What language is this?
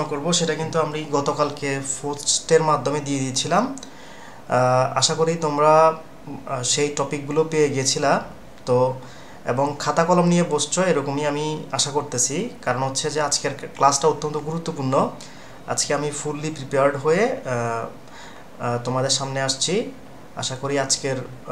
Bangla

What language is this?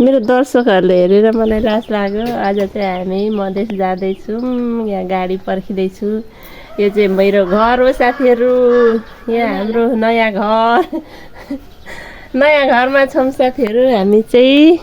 Nepali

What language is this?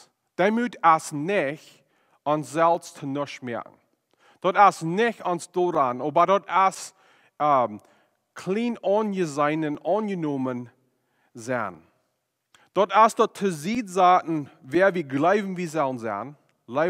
Plautdietsch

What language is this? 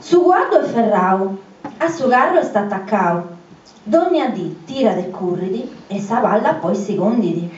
Sardinian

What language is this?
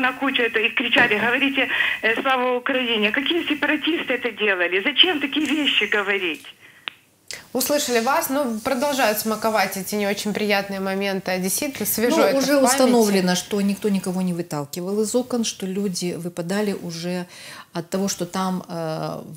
Russian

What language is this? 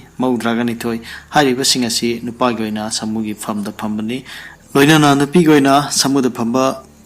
Manipuri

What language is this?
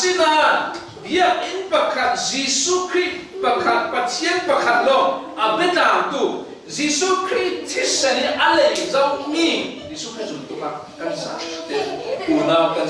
Falam Chin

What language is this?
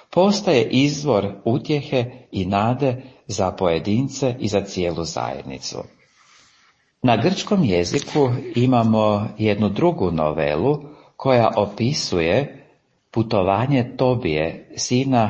Croatian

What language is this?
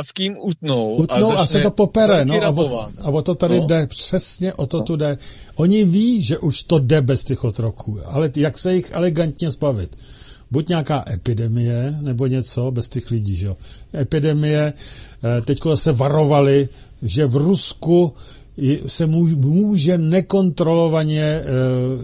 Czech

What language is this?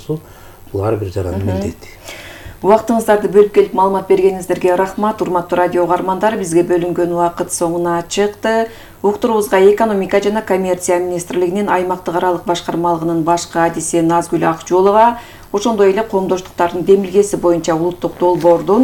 Kyrgyz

